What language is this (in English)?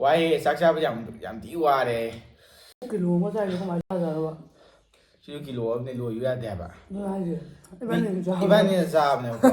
Manipuri